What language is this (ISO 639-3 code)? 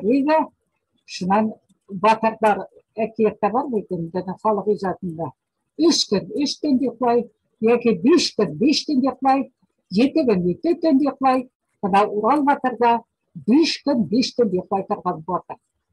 bak